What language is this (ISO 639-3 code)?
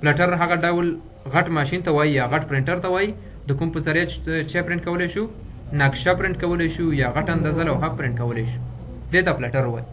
pus